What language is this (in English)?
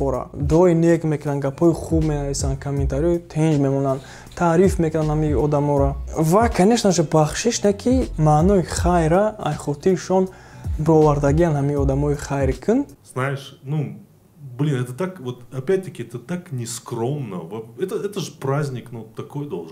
Tajik